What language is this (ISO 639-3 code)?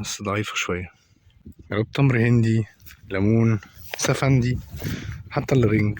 arz